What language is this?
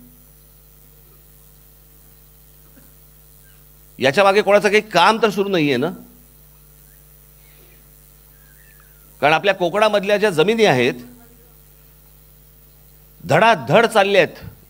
Marathi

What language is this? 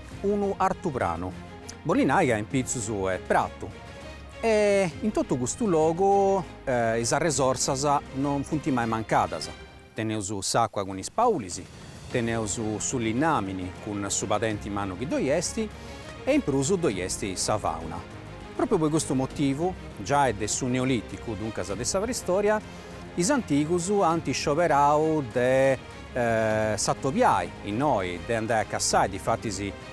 Sardinian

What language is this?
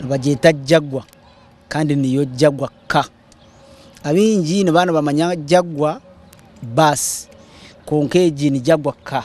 Nyankole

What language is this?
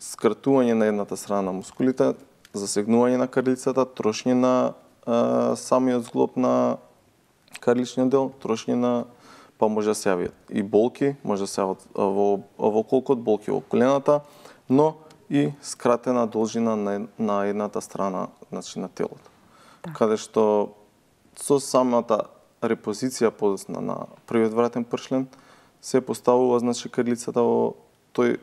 Macedonian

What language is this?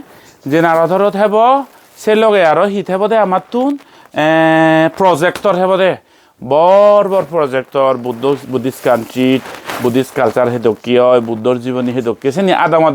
Chakma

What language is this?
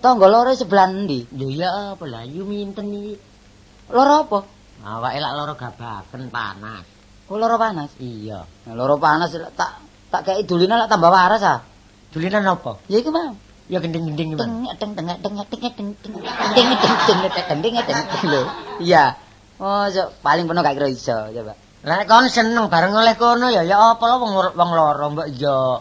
Javanese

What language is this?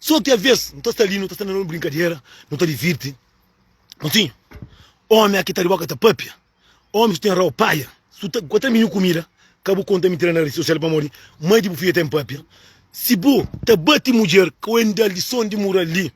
Kabuverdianu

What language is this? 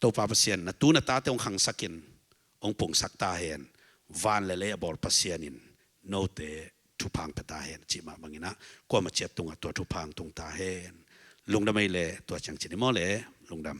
Tedim Chin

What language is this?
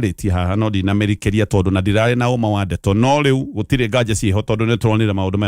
Kikuyu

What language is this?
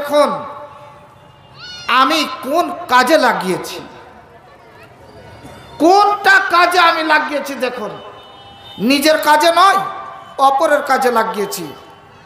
Bangla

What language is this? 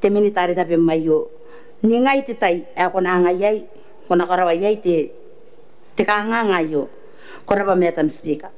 Gilbertese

